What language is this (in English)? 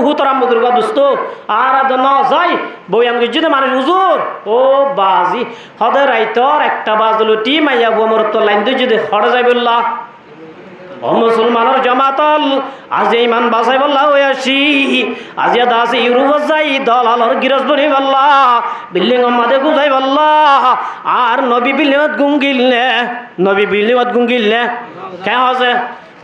Rohingya